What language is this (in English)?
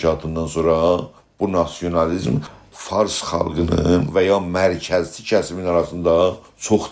South Azerbaijani